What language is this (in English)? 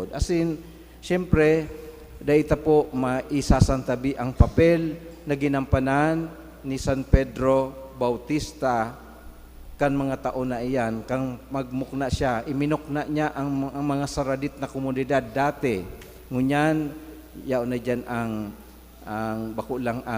Bikol